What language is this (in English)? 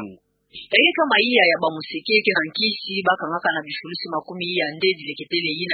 Kituba (Democratic Republic of Congo)